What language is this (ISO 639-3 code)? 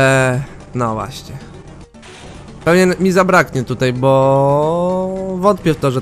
pol